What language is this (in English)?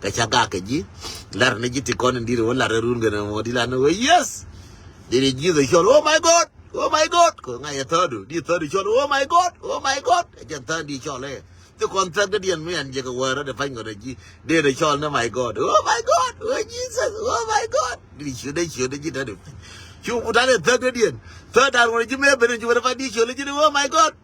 Nuer